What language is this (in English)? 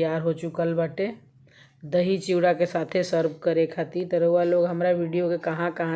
Bhojpuri